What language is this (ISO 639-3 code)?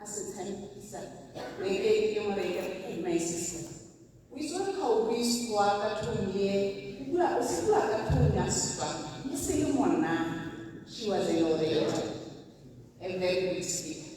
tsn